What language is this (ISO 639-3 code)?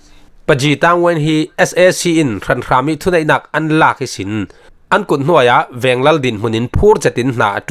cfm